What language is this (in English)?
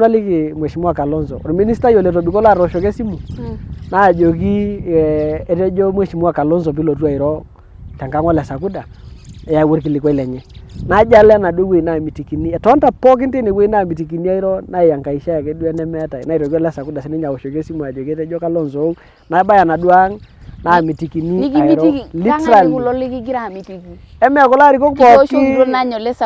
Masai